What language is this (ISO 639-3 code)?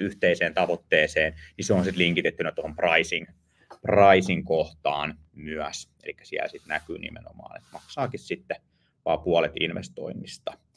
fin